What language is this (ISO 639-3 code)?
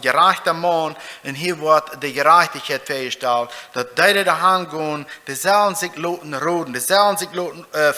pdt